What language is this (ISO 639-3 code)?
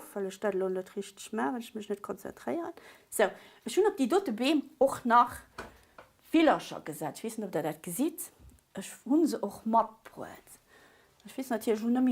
ltz